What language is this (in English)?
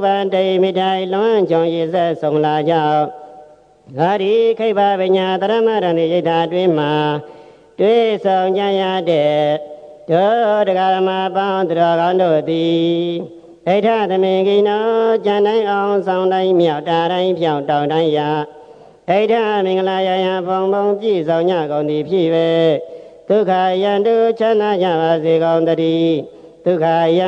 Burmese